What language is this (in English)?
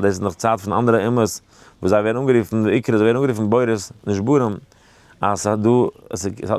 Yiddish